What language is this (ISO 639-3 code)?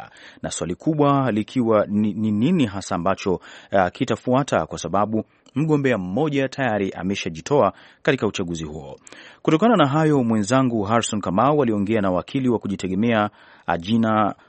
swa